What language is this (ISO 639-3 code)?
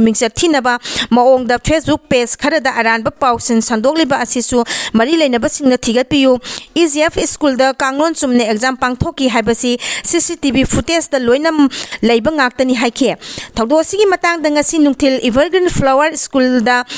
mni